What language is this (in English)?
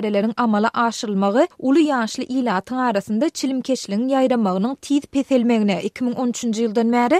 Turkmen